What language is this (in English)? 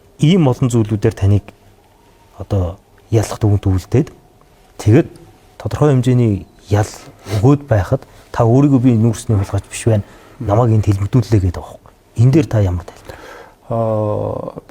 Mongolian